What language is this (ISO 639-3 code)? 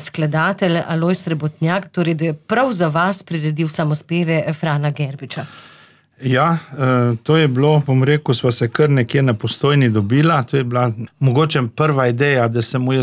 slv